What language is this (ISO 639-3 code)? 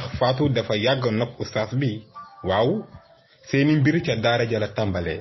wol